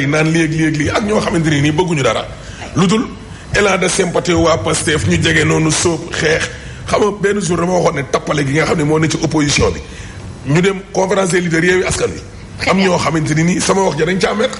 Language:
Wolof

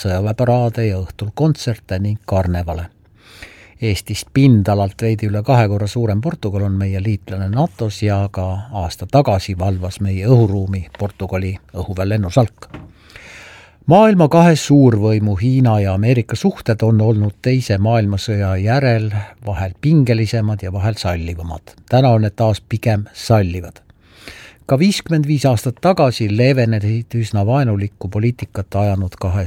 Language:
Estonian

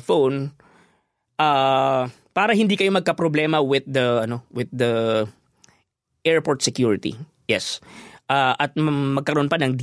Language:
Filipino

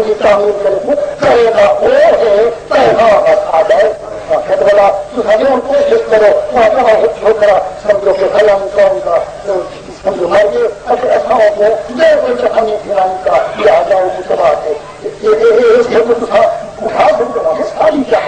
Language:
Saraiki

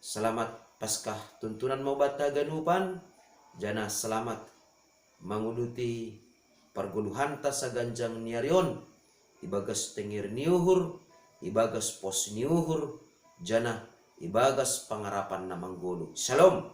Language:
Batak Simalungun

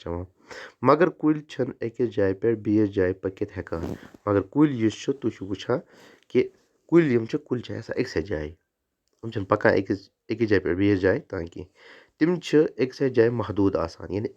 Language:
Kashmiri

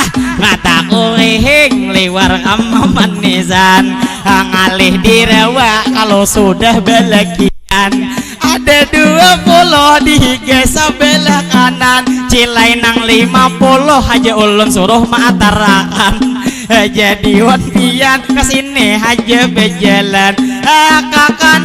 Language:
Banjar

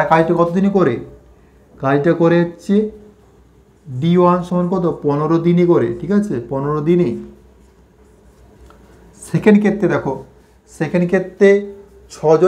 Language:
Bangla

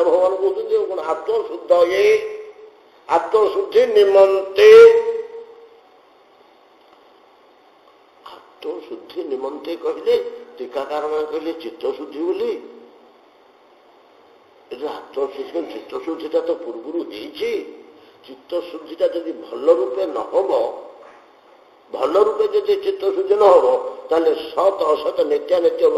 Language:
Odia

